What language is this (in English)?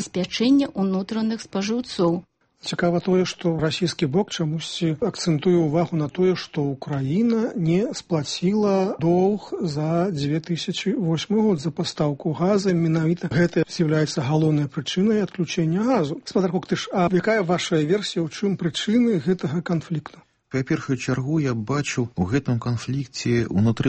Belarusian